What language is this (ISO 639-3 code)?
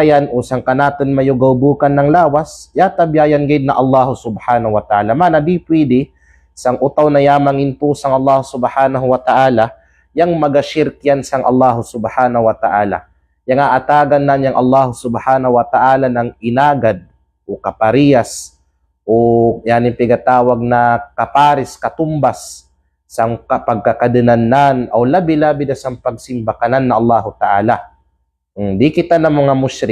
kqe